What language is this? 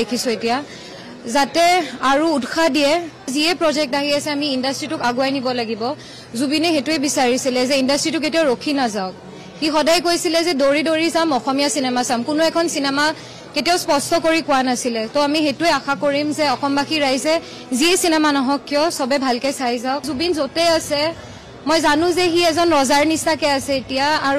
Assamese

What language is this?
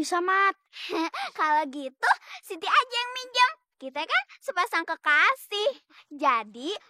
Betawi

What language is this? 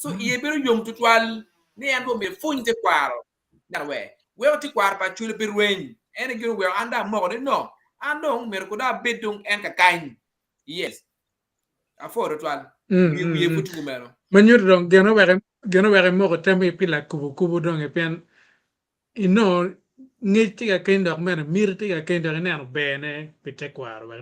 Acoli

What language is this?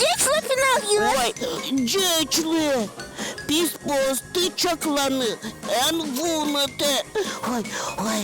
Udmurt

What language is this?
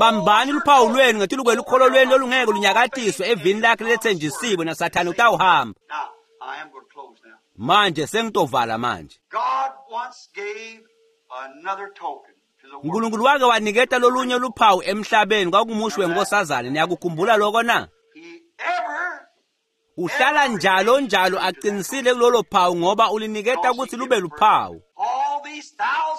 Swati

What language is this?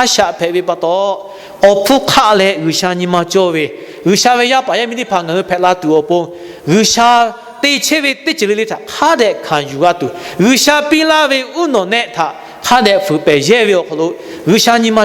Lahu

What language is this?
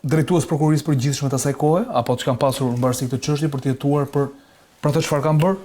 Albanian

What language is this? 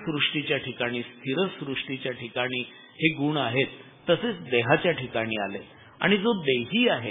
Marathi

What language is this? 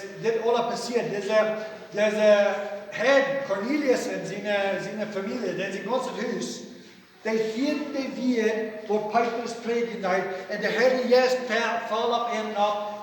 Plautdietsch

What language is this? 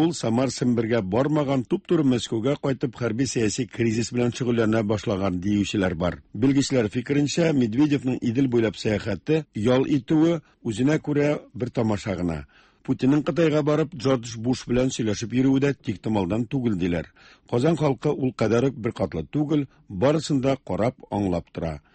Tatar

